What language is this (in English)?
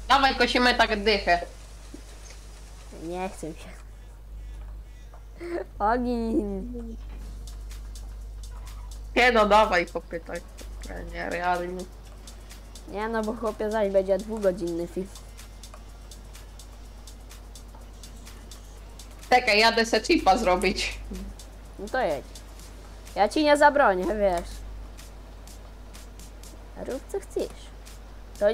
Polish